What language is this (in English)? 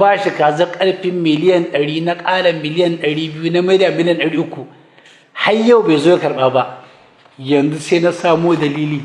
Hausa